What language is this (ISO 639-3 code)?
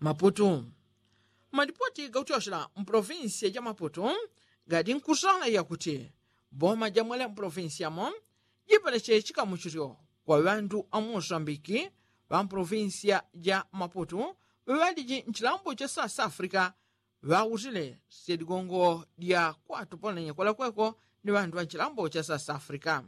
yao